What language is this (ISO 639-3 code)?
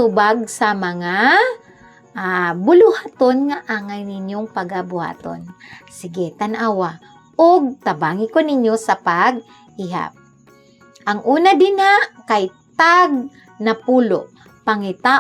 ceb